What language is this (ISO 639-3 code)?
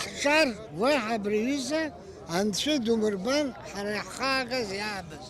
abk